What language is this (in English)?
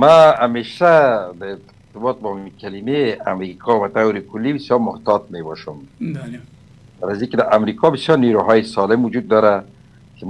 Persian